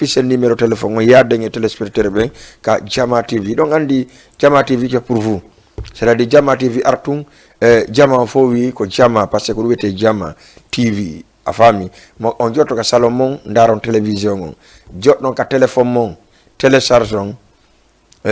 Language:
Fula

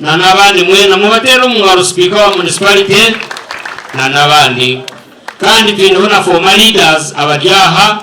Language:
Nyankole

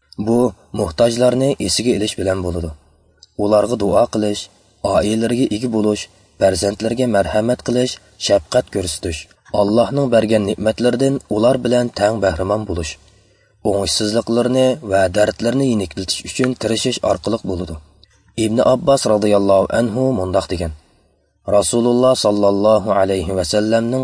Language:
Uyghur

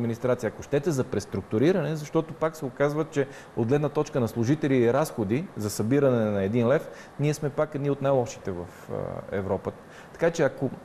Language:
Bulgarian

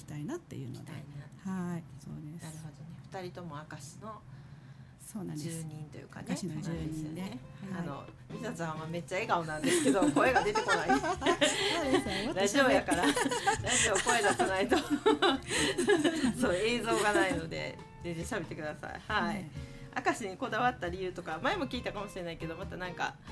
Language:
Japanese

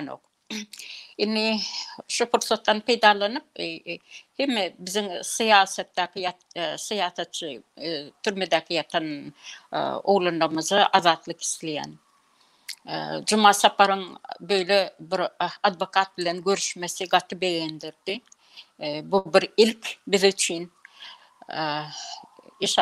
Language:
Turkmen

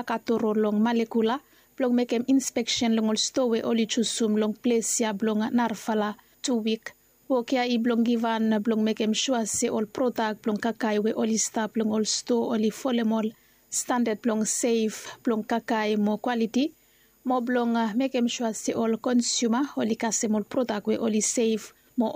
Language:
Bislama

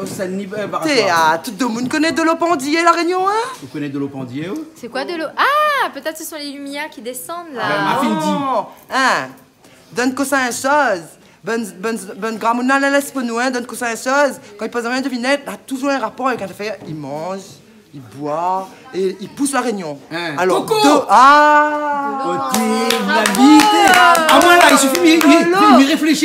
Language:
Réunion Creole French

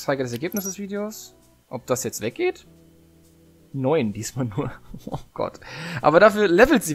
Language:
German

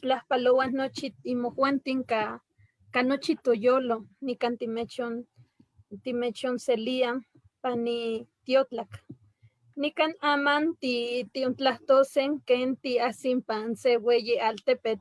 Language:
Eastern Huasteca Nahuatl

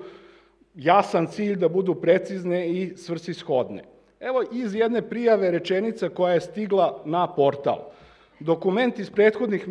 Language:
Serbian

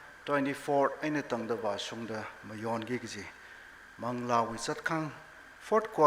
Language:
Tangkhul Naga (India)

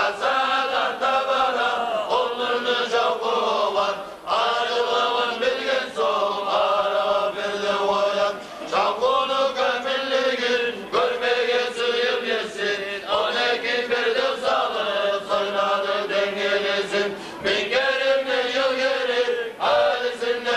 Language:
Kumyk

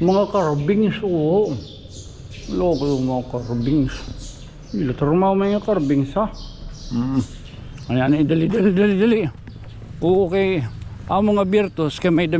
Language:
Waray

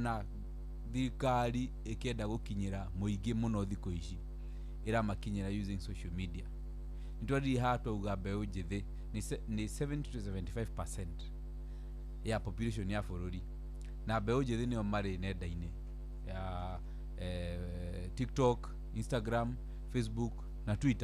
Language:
Kikuyu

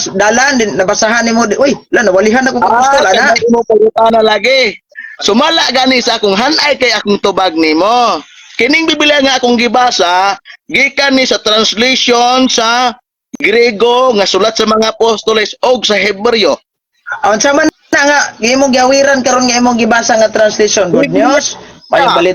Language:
Cebuano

